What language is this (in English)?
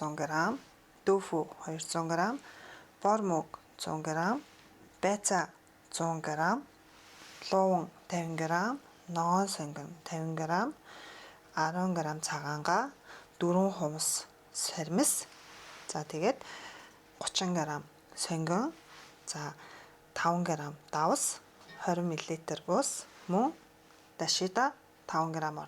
Mongolian